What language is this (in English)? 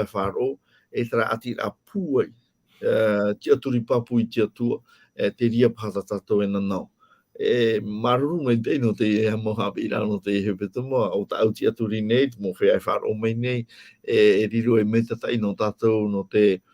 Tahitian